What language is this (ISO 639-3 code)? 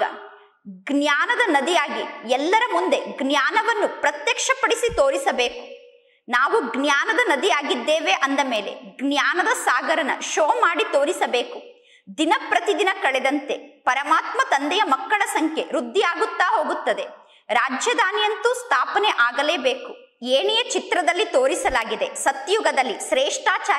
kan